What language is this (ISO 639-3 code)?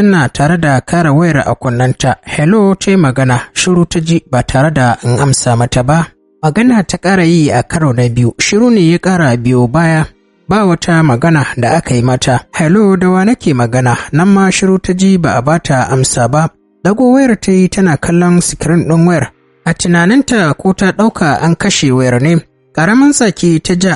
hau